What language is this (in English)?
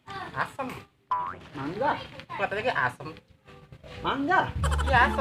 Betawi